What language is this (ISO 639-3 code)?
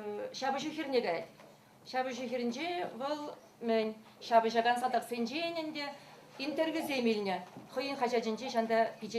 chv